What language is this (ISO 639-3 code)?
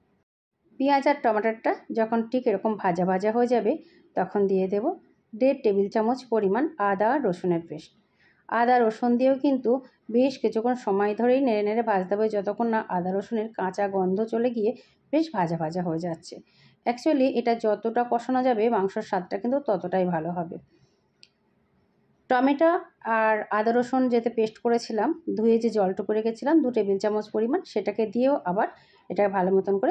ben